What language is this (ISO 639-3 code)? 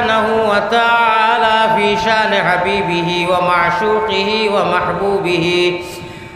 syl